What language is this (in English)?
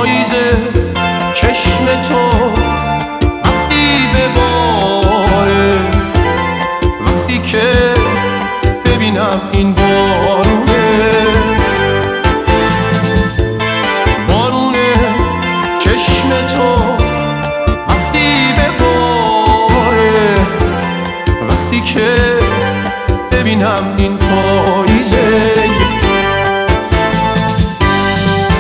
Persian